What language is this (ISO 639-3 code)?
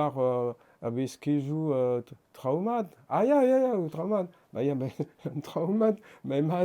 bre